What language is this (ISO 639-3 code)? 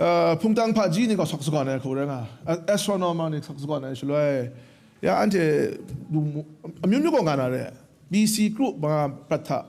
kac